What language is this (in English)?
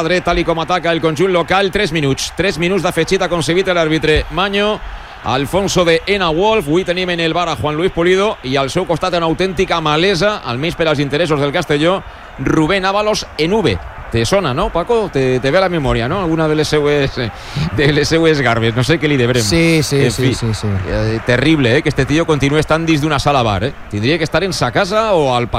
Catalan